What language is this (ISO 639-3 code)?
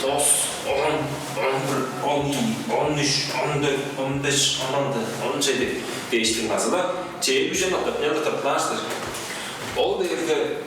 tyv